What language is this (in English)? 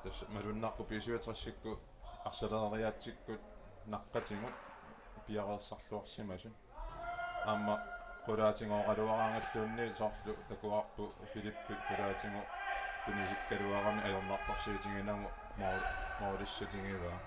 Kalaallisut